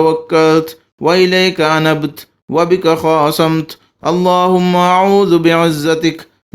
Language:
Divehi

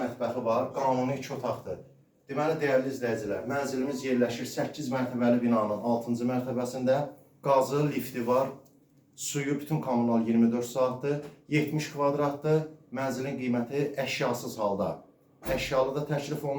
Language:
Azerbaijani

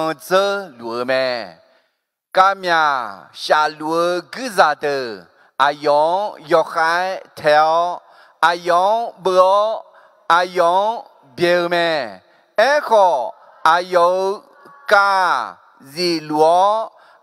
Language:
Akha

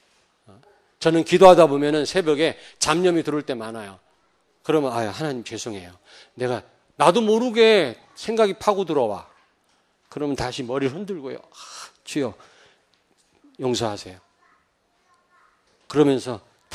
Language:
Korean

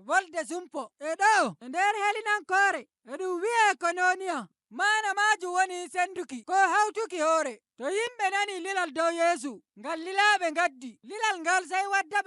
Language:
Nigerian Fulfulde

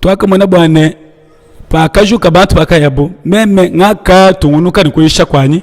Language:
Luba-Lulua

